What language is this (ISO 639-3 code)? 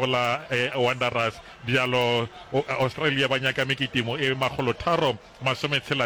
nso